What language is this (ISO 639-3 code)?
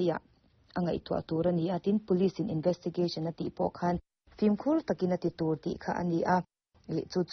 lus